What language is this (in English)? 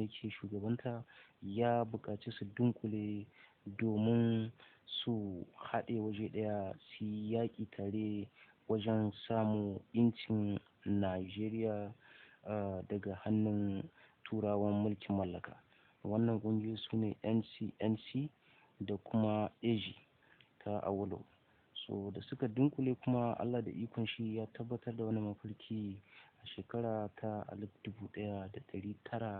Hausa